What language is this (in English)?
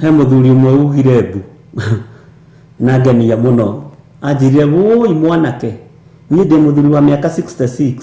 Kikuyu